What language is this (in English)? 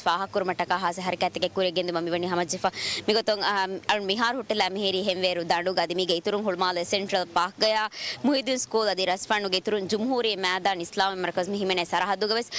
Divehi